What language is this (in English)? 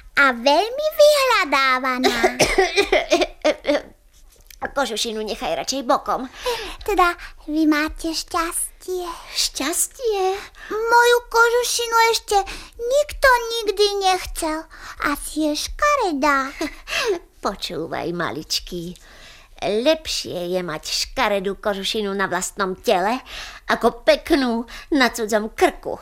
Slovak